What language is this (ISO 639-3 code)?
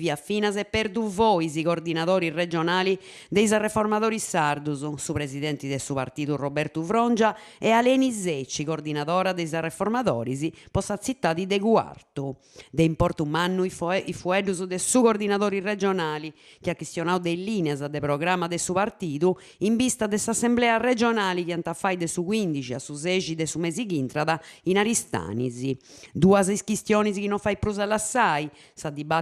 srd